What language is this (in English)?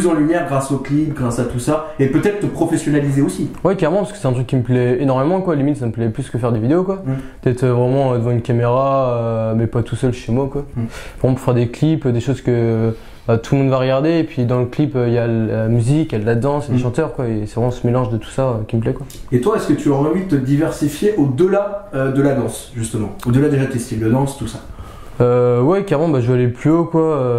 French